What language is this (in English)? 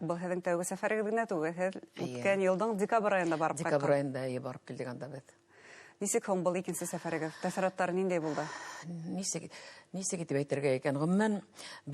Bashkir